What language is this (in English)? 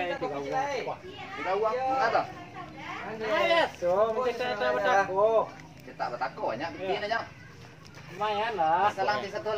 Minangkabau